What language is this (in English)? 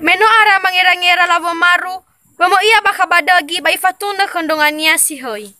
Nias